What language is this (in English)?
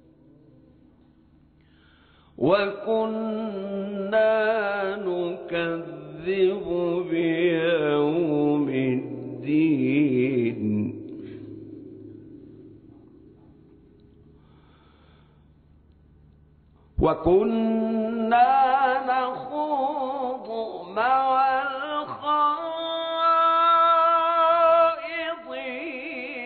Arabic